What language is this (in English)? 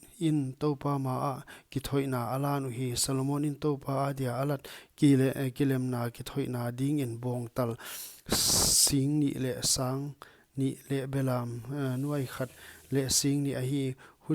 Paite Chin